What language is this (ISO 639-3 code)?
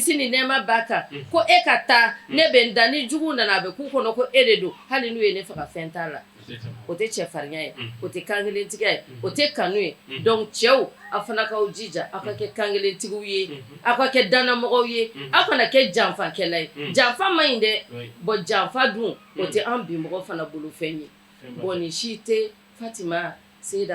bam